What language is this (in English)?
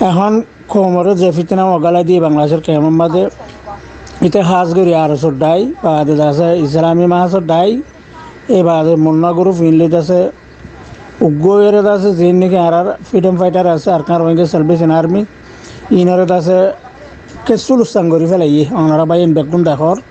Rohingya